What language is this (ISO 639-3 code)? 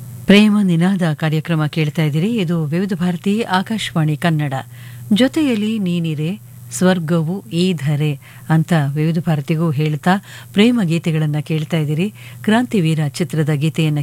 kan